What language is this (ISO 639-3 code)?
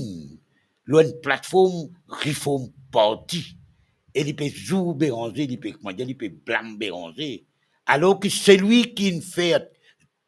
mfe